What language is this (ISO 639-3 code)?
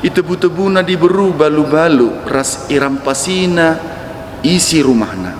btx